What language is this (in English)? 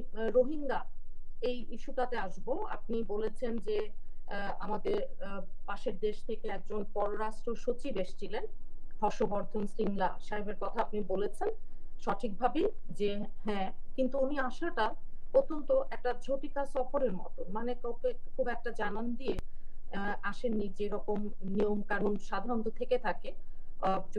Bangla